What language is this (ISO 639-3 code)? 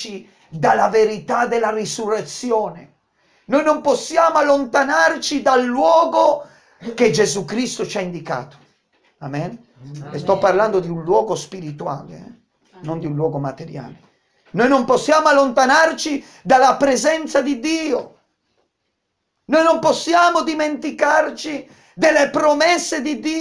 ita